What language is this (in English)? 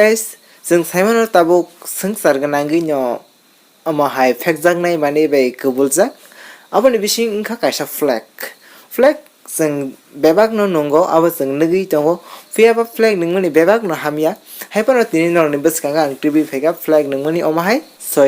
Kok Borok